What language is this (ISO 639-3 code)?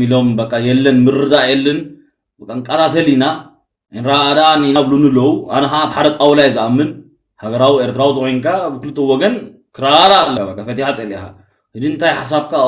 tir